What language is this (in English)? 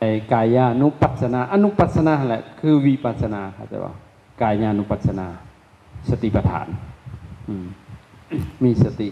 Lao